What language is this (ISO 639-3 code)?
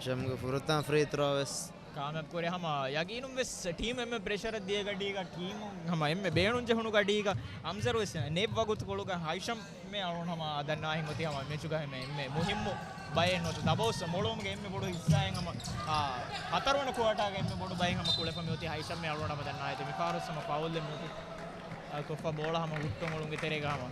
div